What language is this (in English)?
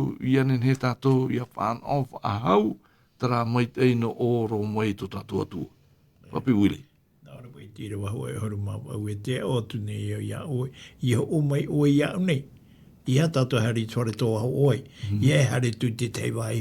Tahitian